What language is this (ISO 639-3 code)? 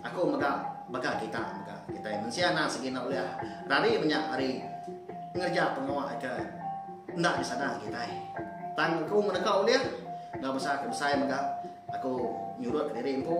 iba